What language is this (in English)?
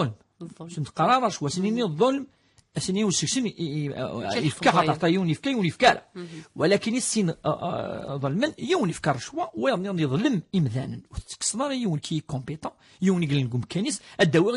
Kabyle